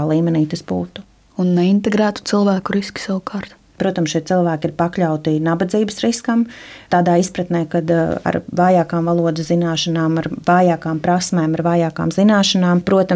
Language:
Latvian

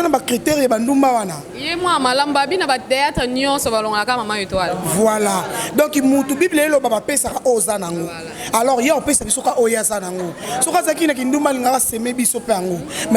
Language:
Lingala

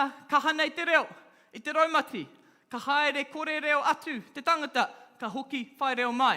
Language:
Māori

